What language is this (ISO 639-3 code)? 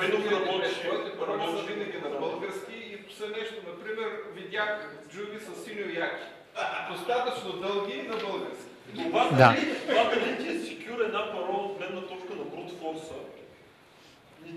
bul